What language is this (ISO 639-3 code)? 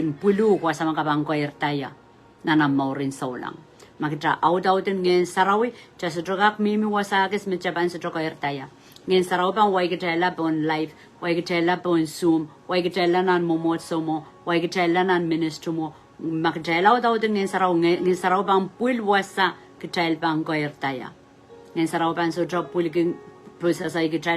pon